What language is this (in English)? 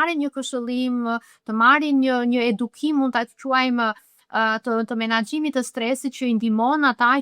Albanian